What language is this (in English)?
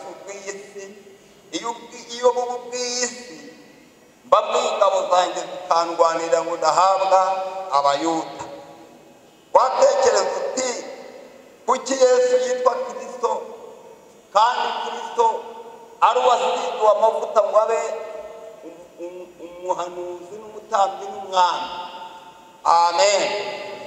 Kinyarwanda